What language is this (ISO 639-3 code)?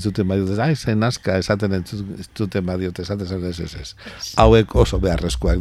eus